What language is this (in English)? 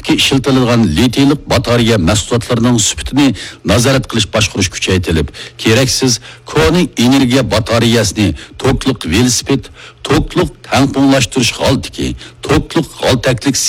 Uyghur